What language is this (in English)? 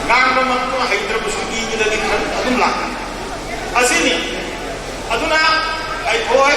Manipuri